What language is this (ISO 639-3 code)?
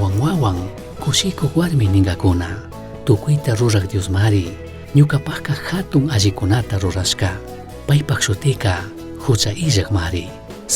qug